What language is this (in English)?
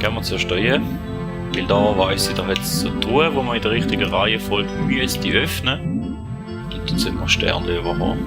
Swiss German